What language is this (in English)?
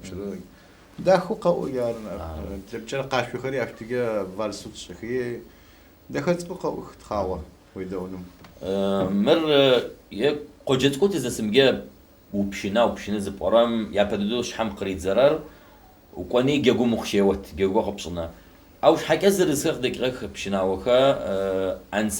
Adyghe